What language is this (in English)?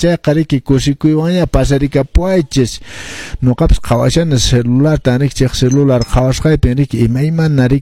Quechua